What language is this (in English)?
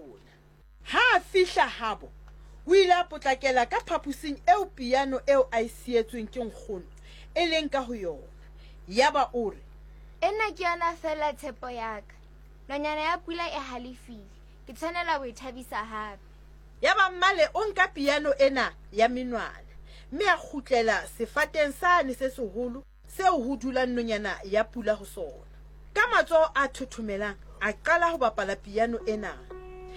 Southern Sotho